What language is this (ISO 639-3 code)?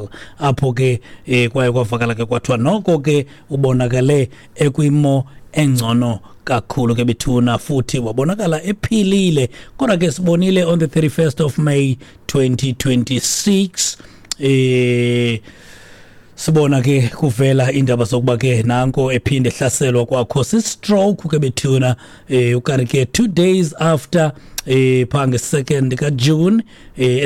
xho